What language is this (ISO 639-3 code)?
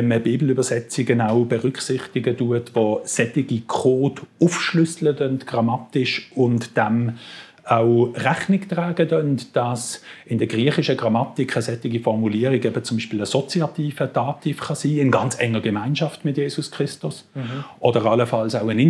gsw